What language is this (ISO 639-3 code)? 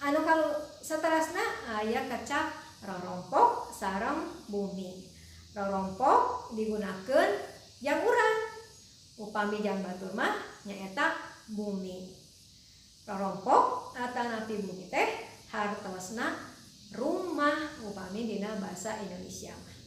sun